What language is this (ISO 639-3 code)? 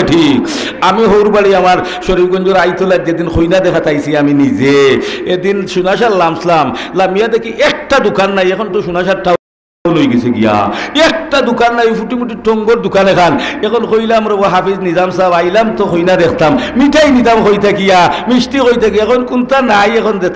syl